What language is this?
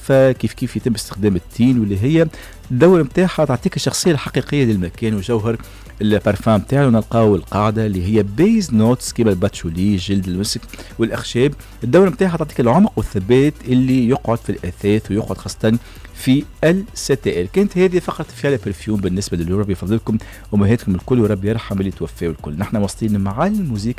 Tunisian Arabic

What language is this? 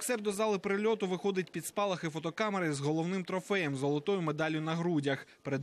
Ukrainian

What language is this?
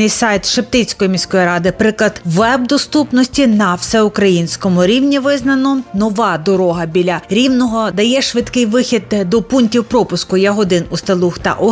Ukrainian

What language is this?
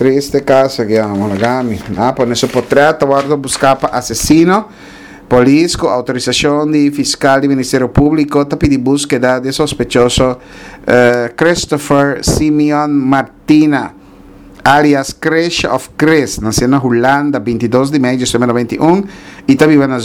Papiamento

